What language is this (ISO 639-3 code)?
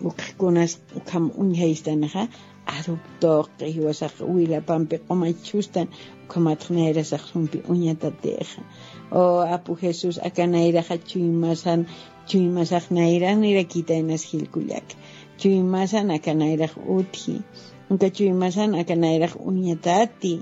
aym